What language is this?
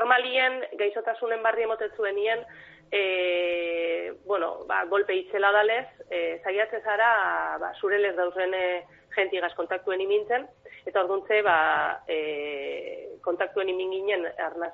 Basque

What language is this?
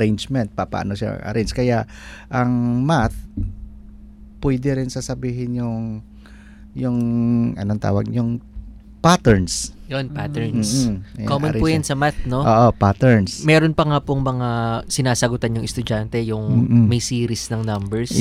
Filipino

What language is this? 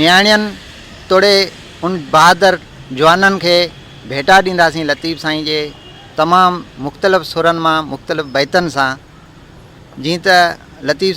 Sindhi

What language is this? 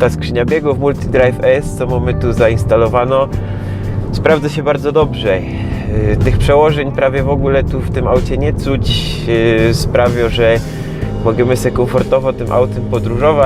Silesian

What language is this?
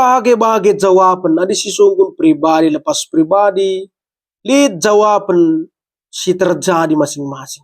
Batak Karo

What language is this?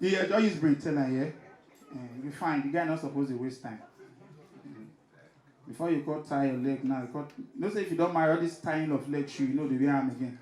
Nigerian Pidgin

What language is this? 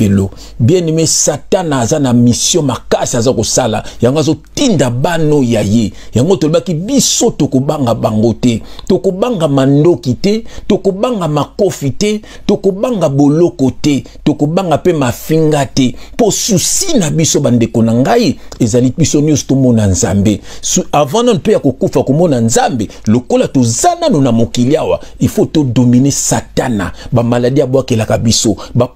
Lingala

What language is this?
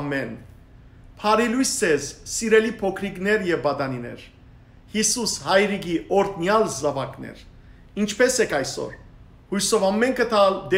Western Armenian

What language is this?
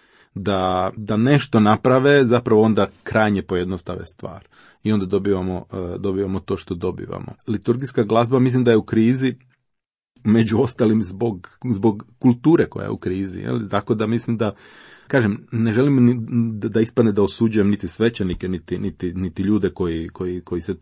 Croatian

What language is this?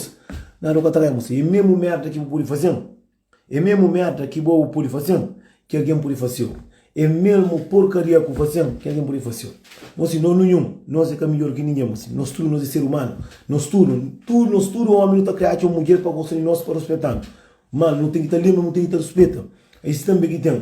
Kabuverdianu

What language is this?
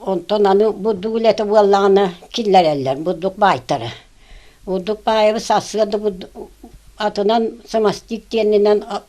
Yakut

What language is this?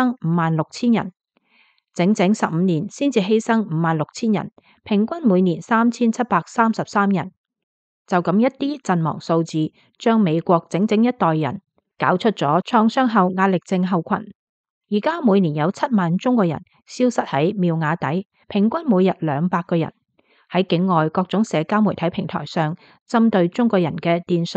Cantonese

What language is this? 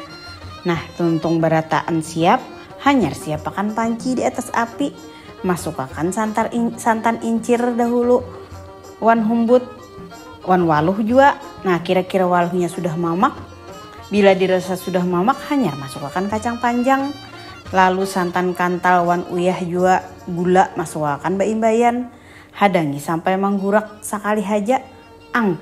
Banjar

